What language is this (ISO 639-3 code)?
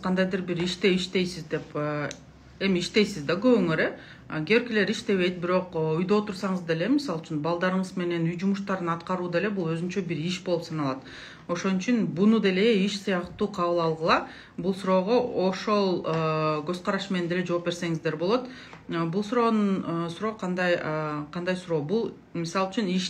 kir